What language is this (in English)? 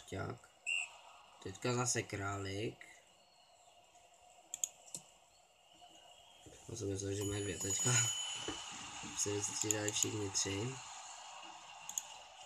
Czech